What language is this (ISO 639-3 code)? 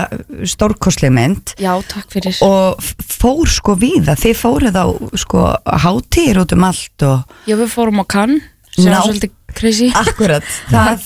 isl